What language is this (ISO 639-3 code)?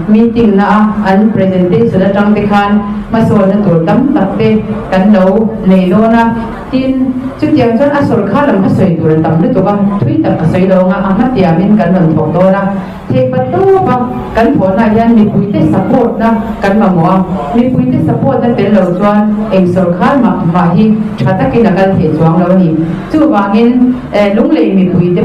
lus